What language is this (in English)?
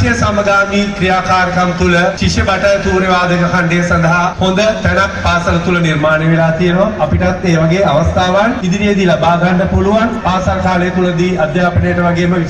Sinhala